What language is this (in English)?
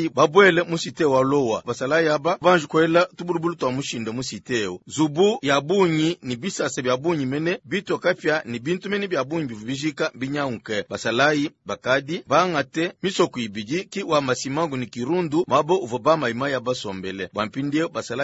Luba-Lulua